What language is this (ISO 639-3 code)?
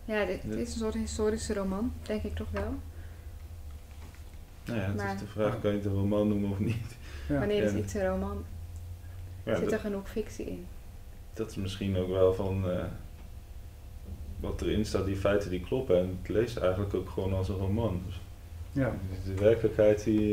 nld